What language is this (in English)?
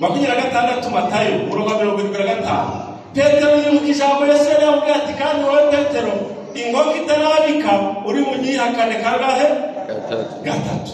Kinyarwanda